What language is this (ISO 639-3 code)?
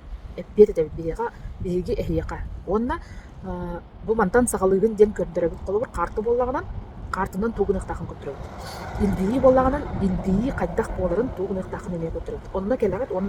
sah